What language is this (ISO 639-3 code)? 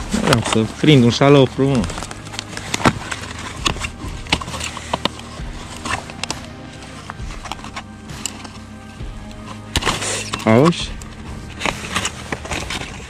ron